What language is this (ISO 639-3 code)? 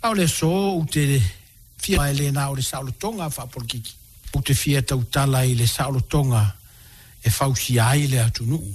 smo